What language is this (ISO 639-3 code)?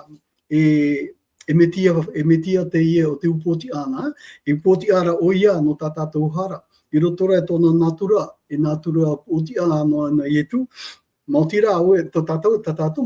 tah